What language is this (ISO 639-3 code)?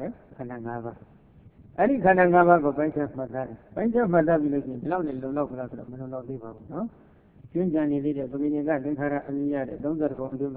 mya